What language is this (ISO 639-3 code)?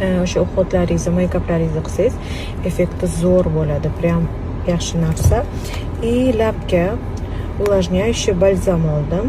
uzb